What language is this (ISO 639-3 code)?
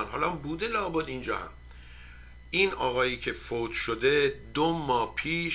fas